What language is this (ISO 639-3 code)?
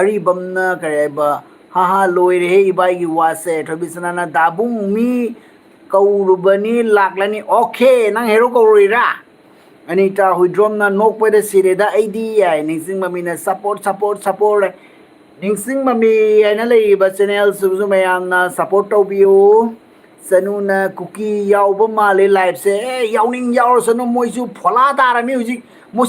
mni